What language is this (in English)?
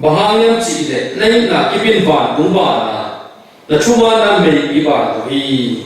Tedim Chin